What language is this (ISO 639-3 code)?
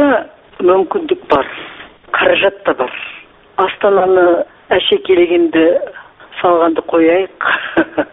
kaz